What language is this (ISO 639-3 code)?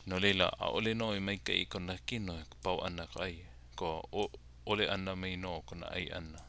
haw